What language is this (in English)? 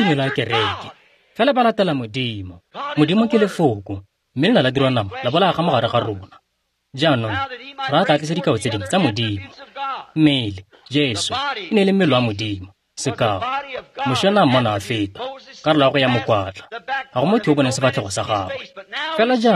Tswana